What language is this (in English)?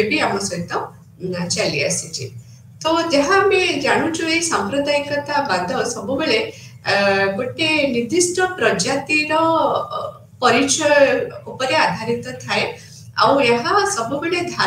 Odia